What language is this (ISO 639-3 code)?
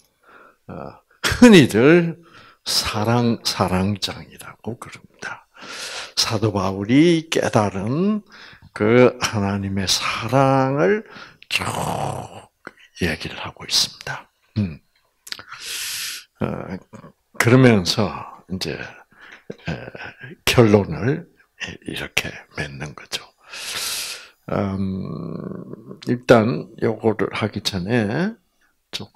kor